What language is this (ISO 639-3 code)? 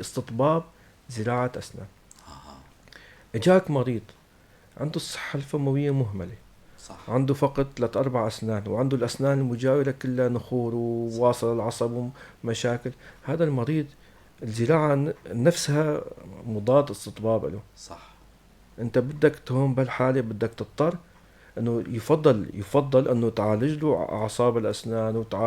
apc